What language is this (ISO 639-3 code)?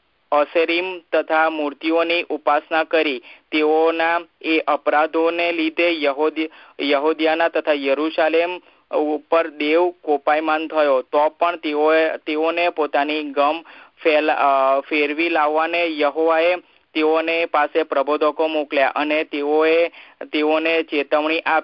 guj